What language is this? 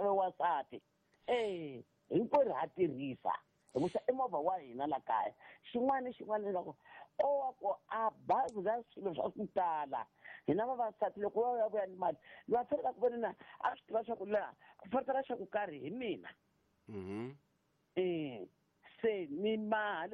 Tsonga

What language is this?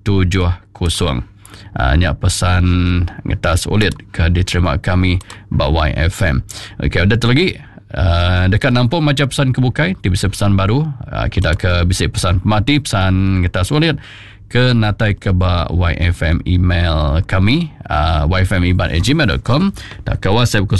Iban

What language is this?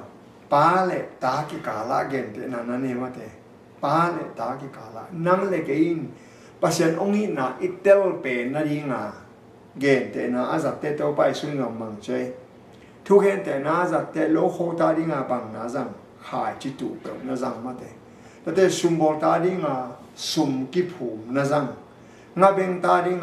Tedim Chin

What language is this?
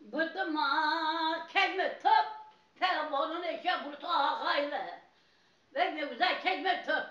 Zaza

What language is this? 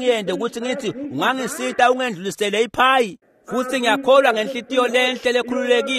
Swati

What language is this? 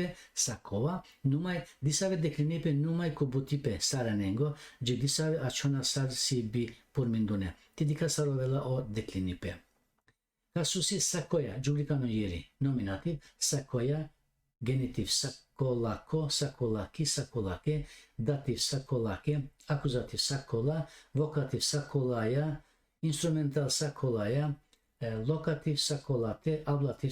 Balkan Romani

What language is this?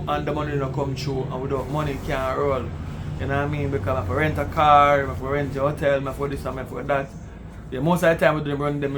Jamaican Creole English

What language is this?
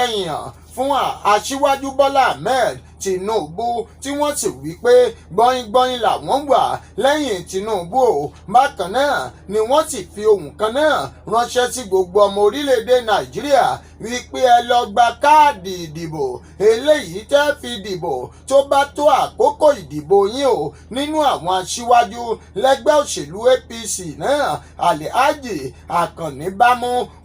Yoruba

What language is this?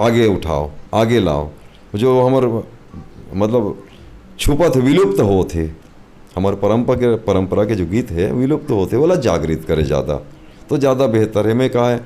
Chhattisgarhi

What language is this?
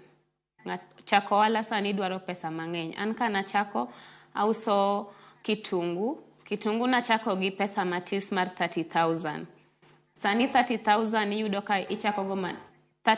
Luo (Kenya and Tanzania)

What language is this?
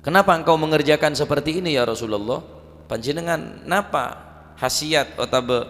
Madurese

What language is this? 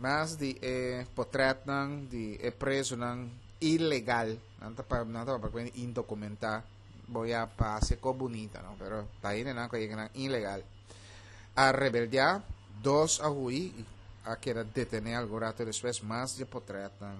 Papiamento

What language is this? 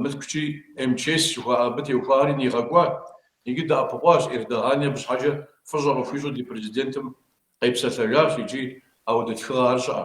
Kabardian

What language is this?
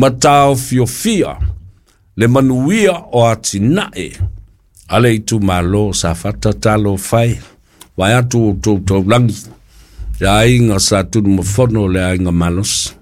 Samoan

